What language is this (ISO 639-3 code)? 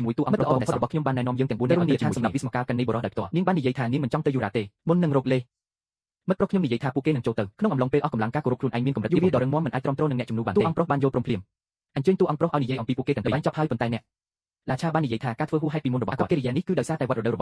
khm